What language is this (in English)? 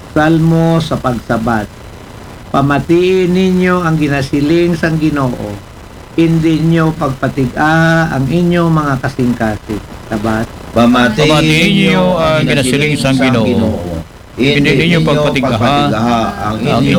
Aklanon